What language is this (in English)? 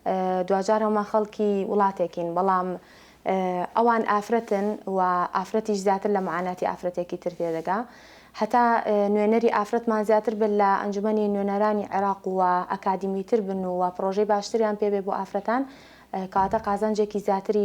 Central Kurdish